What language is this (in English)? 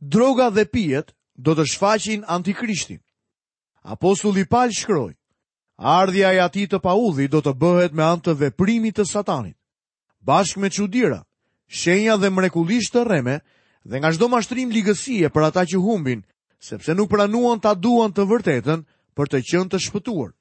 Albanian